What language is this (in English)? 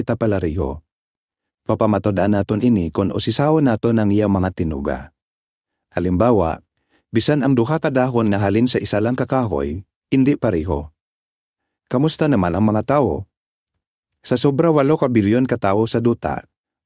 Hiligaynon